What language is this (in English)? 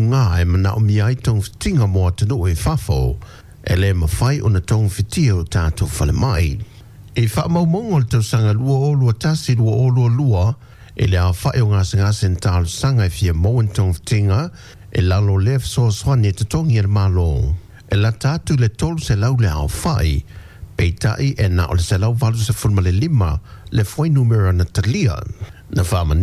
Samoan